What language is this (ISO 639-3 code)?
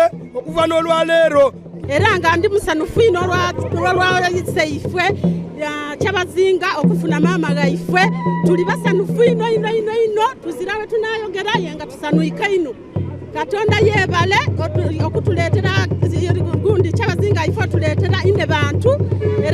xog